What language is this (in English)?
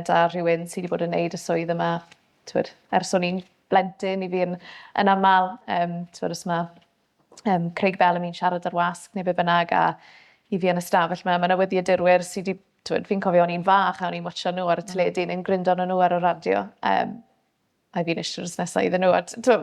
Welsh